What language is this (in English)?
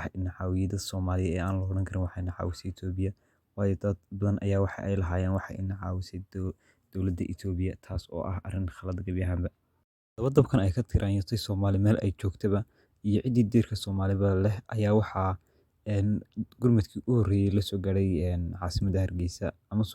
Somali